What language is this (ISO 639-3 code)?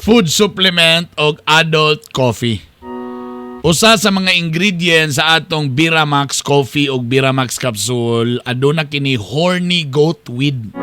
ceb